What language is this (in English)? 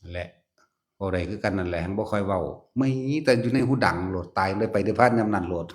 Northeastern Thai